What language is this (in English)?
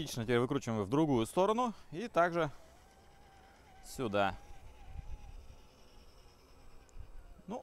Russian